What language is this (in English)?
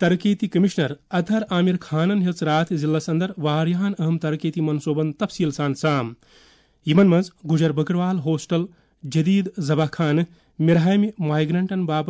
Kashmiri